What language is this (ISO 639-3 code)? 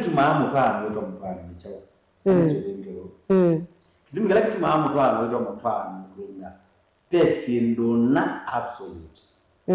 kam